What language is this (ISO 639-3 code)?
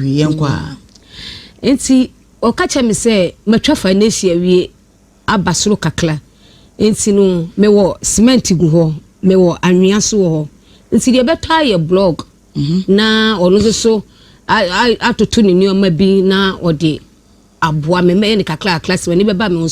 aka